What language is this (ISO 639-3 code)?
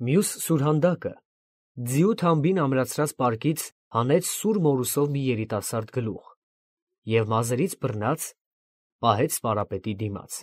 hye